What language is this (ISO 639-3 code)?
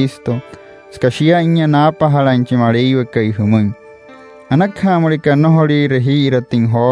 guc